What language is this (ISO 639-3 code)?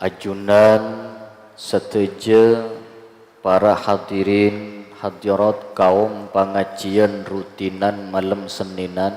mad